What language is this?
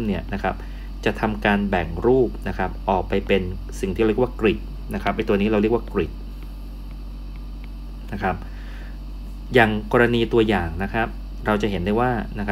Thai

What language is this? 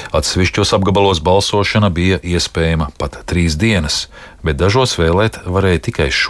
Latvian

